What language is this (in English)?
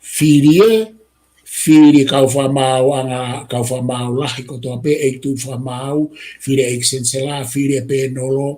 Tongan